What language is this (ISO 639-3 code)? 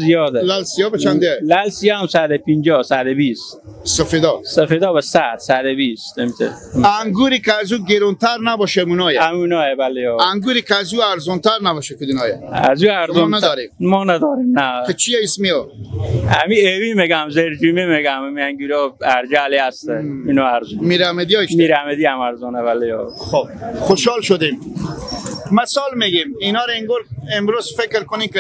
fas